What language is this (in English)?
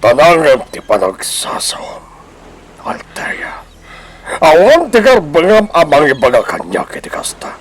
Iloko